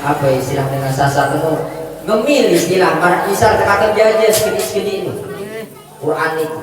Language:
Sasak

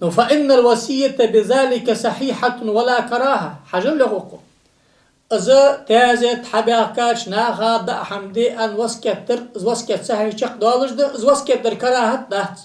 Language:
Ingush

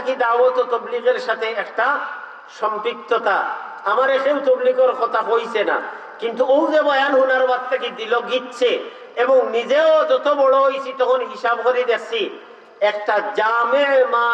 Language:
Sylheti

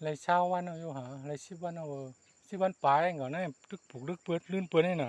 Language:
Shan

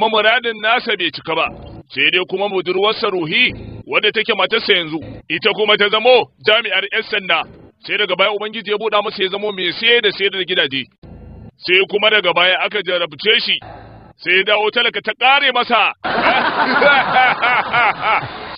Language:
Hausa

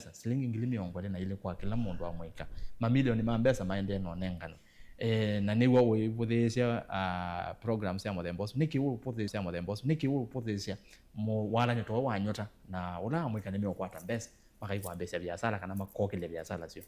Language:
Kamba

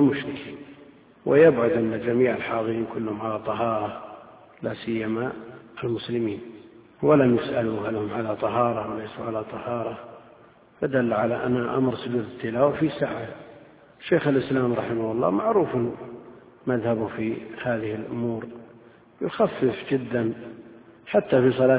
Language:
Arabic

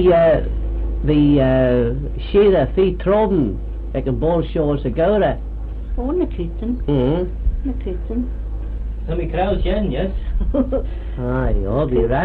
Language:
Manx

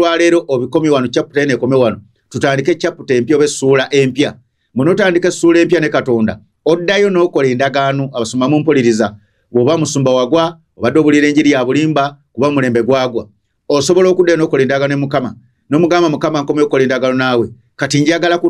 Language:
Ganda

